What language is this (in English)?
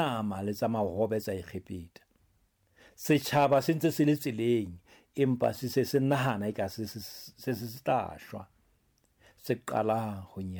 Southern Sotho